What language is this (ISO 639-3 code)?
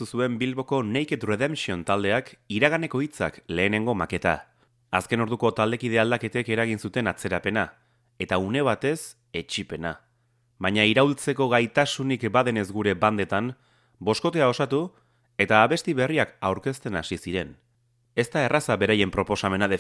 eus